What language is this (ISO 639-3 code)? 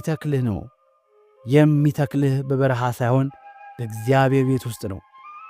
amh